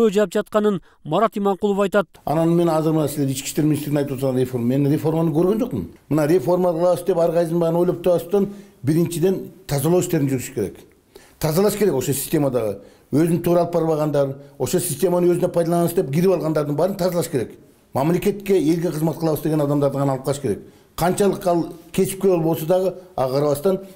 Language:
Kyrgyz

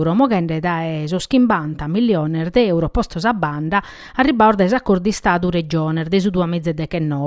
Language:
Sardinian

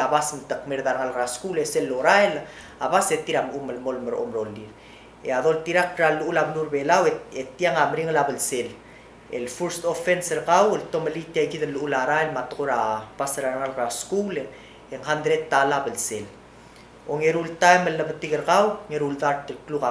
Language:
Palauan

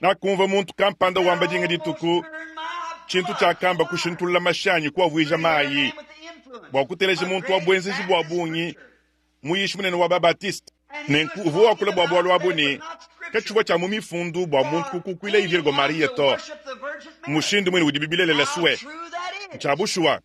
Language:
Luba-Lulua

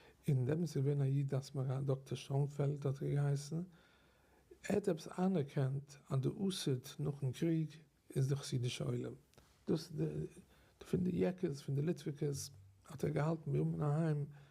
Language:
Yiddish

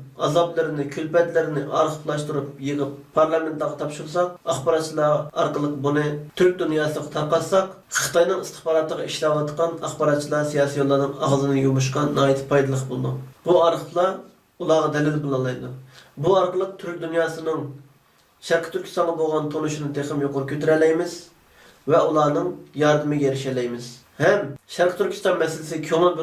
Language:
Uyghur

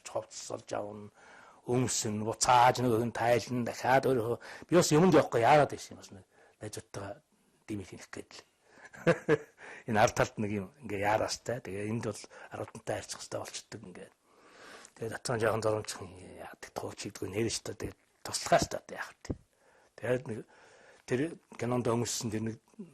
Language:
Mongolian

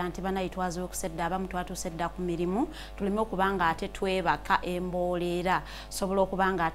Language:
Ganda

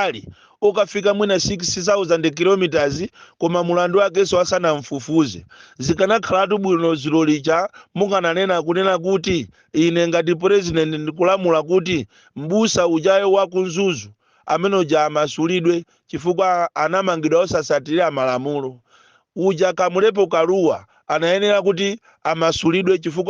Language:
Nyanja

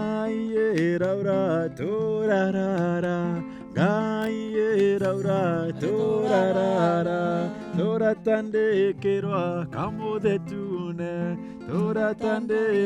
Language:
Meru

